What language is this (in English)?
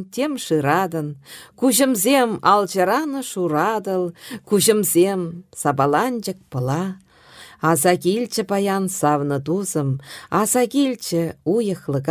Chuvash